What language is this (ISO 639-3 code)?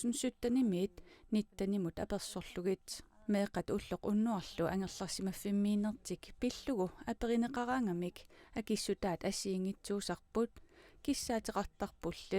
kal